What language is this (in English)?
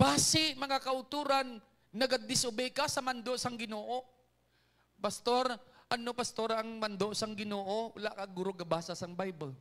Hiligaynon